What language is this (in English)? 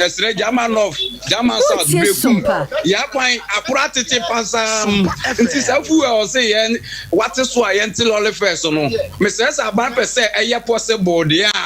Akan